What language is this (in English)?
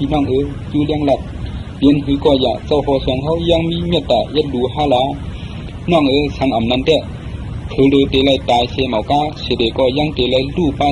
Shan